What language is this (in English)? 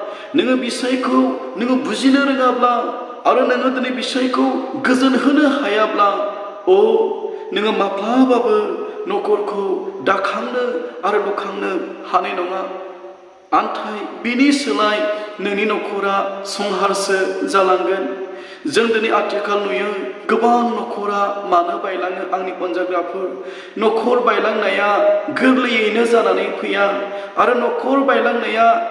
Bodo